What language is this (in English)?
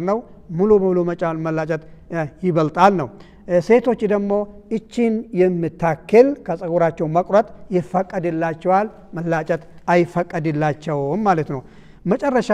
Amharic